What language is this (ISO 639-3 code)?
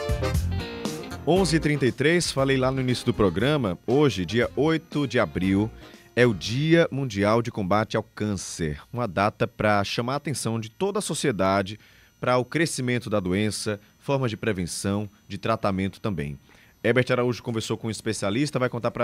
por